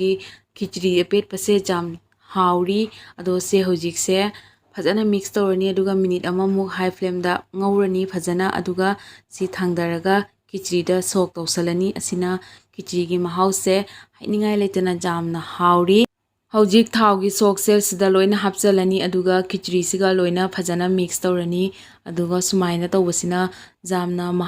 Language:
Manipuri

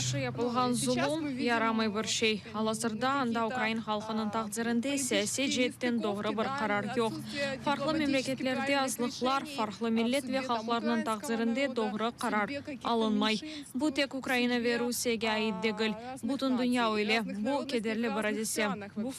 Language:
Crimean Tatar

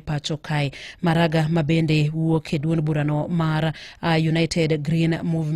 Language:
Luo (Kenya and Tanzania)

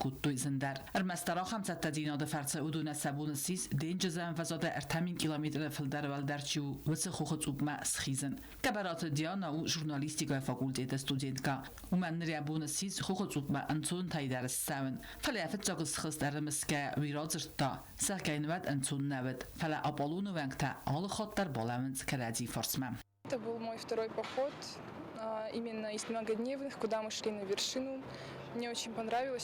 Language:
Ossetic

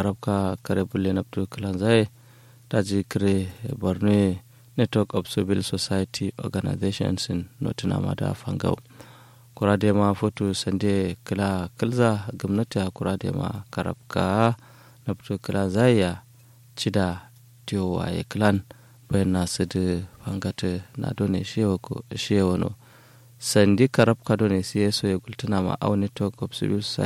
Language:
Kanuri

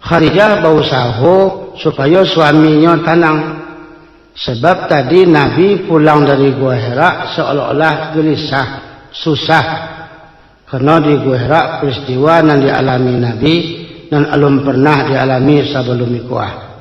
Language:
Minangkabau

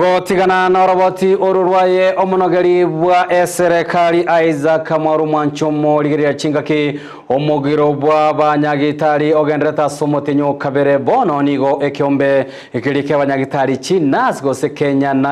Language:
Gusii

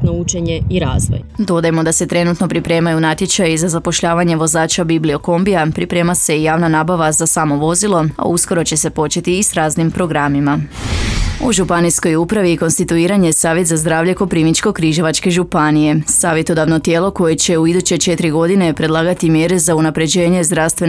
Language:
Croatian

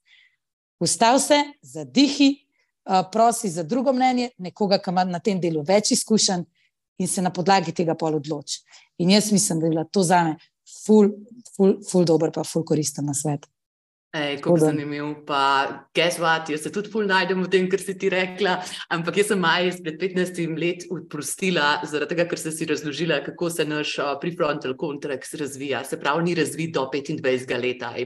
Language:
Slovenian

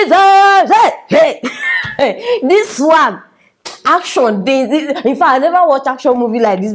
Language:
Nigerian Pidgin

